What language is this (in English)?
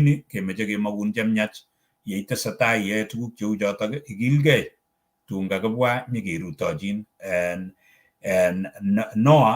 Kalenjin